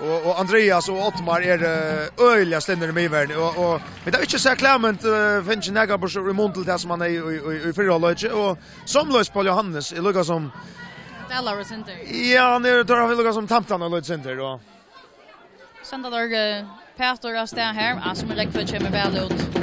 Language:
Faroese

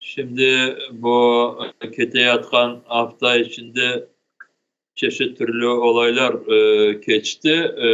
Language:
Crimean Tatar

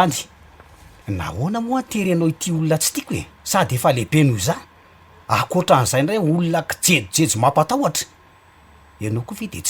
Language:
Malagasy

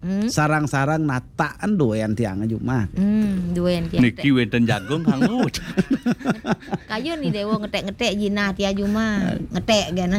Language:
Balinese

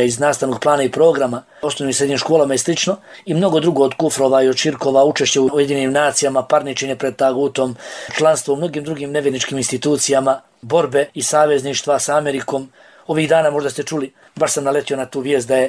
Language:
Bosnian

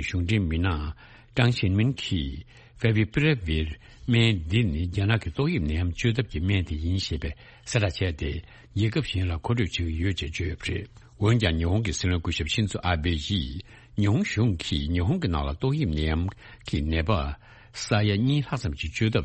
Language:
Tibetan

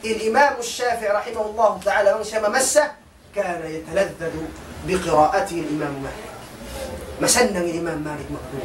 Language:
Tausug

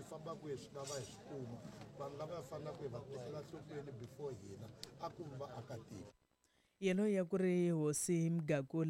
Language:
Tsonga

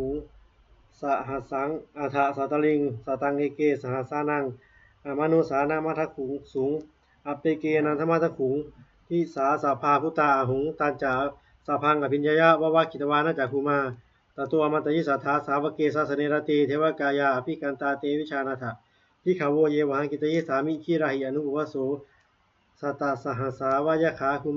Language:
Pali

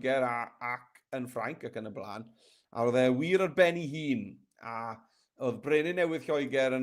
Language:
Welsh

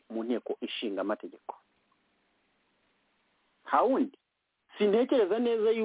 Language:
Kinyarwanda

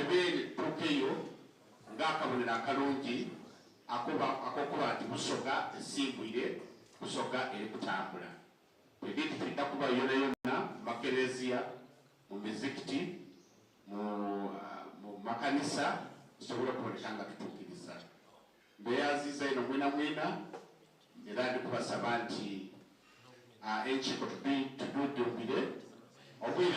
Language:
Soga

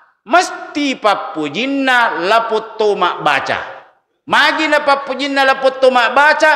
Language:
Buginese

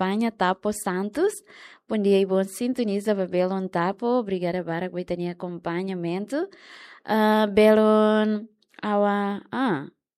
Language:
Tetum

